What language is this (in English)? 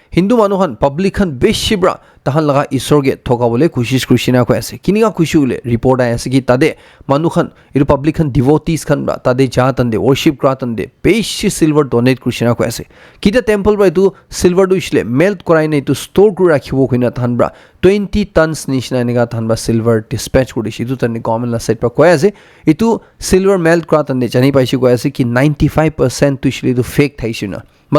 Naga Pidgin